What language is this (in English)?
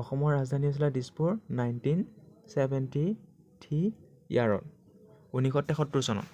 Assamese